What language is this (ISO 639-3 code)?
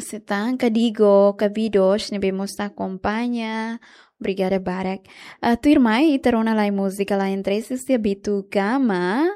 tet